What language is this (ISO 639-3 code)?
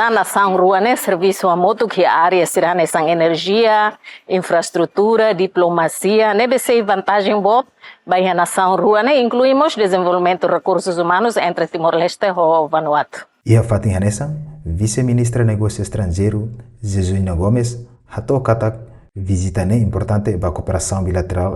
tet